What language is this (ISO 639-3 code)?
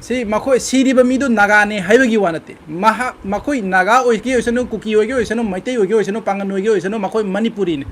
mni